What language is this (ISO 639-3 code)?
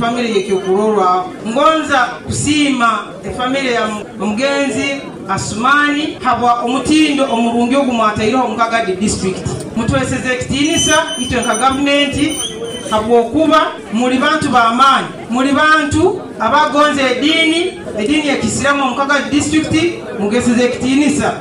nyo